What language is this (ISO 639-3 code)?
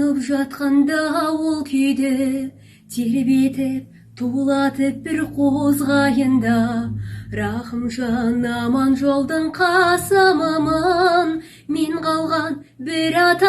kaz